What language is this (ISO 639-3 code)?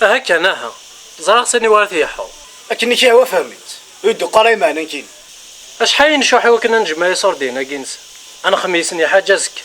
kab